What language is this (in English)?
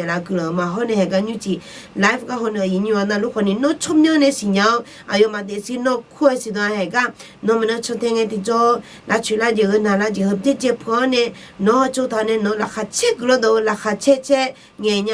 Akha